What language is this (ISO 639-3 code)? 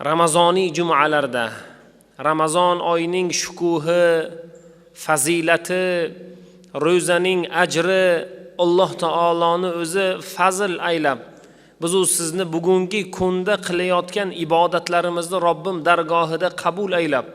uzb